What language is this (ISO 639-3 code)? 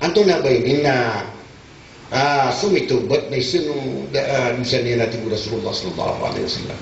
mrw